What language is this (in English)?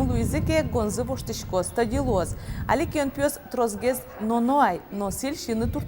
Udmurt